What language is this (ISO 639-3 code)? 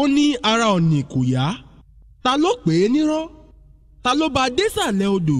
yor